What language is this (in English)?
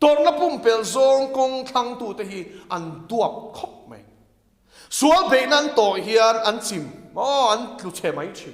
Mizo